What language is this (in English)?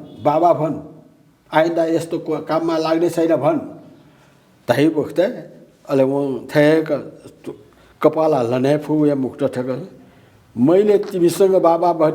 Newari